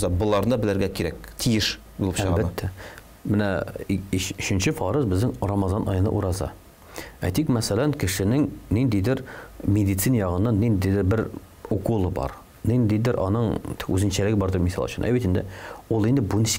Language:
Tatar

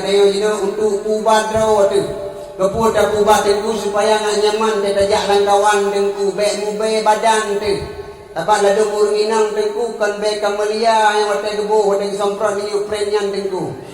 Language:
Achinese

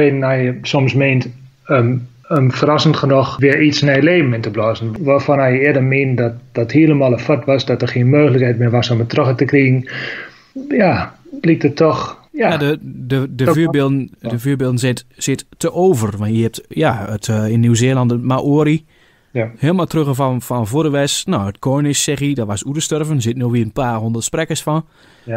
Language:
Dutch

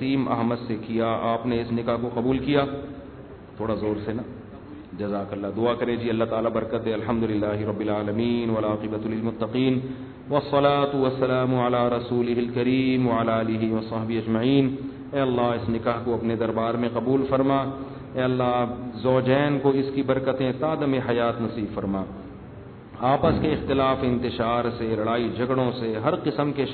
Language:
Urdu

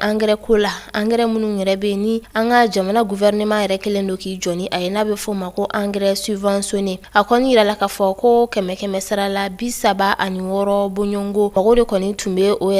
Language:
Bambara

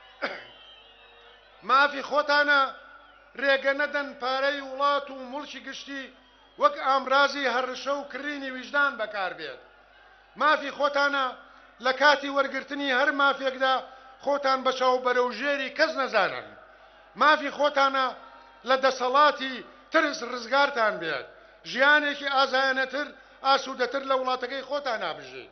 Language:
Central Kurdish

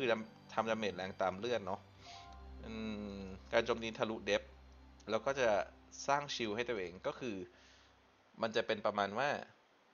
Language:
Thai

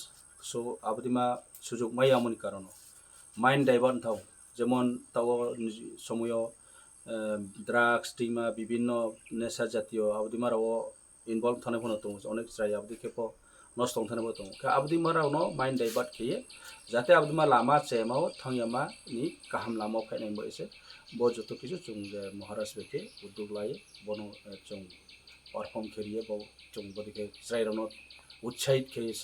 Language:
Kok Borok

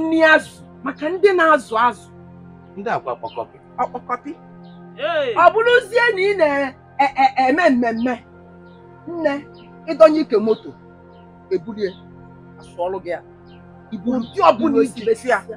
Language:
Igbo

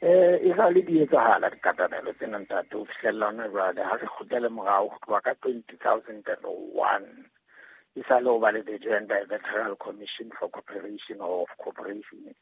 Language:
Southern Sotho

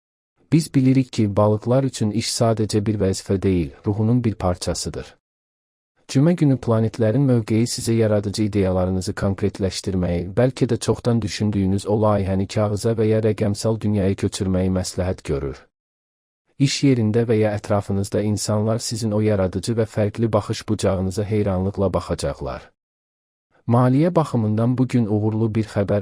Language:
Azerbaijani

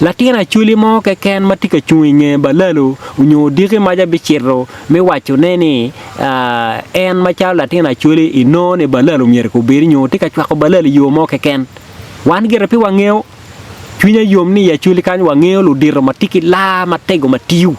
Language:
Acoli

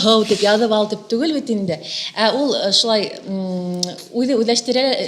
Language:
Bashkir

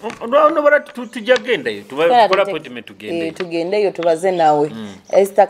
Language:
Nyoro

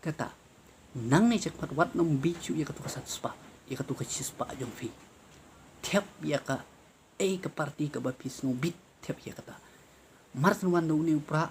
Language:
Khasi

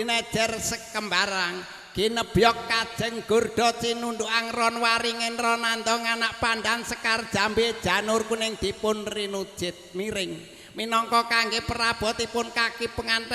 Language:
Javanese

